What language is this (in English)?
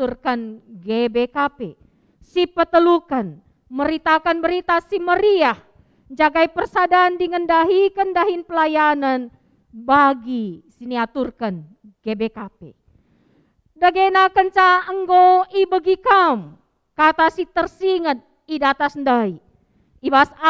Batak Karo